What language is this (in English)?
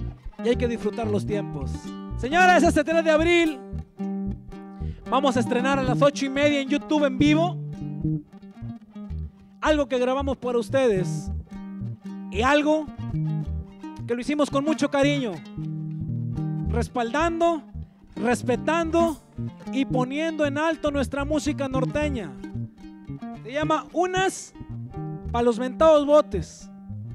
Spanish